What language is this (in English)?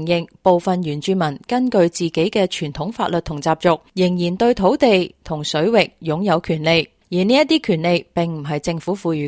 Cantonese